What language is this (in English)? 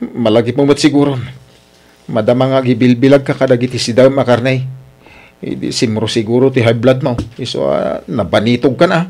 Iloko